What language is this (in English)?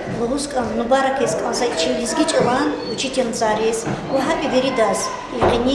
Lezghian